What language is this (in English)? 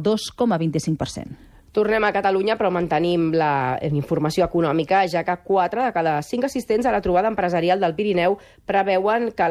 Catalan